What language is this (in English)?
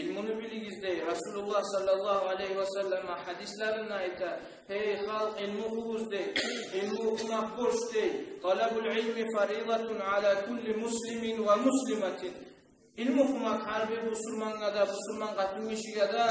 Kumyk